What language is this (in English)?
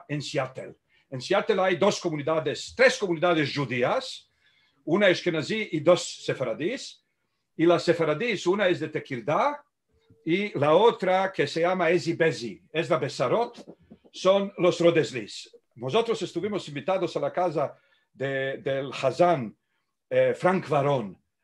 Ladino